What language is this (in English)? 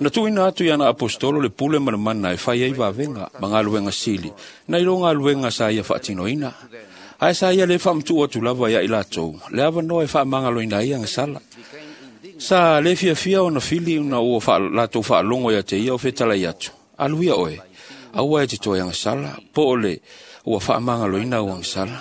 Samoan